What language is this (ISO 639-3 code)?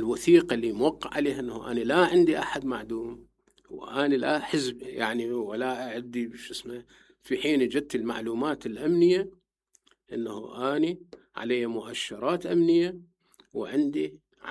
acm